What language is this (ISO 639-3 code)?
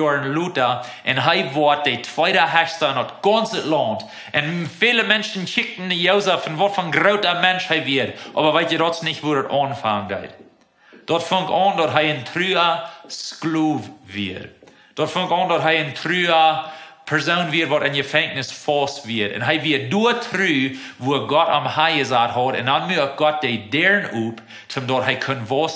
pdt